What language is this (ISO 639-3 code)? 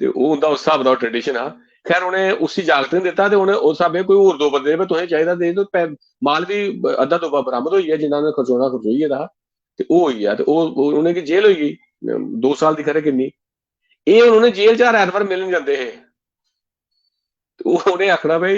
doi